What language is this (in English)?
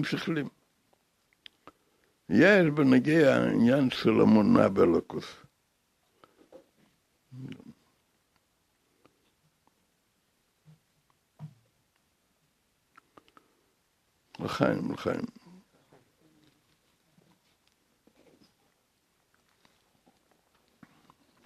Hebrew